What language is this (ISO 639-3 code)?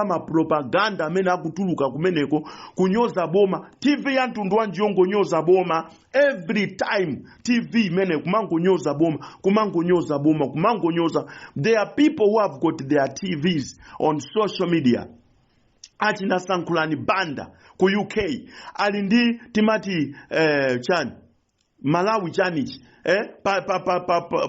nya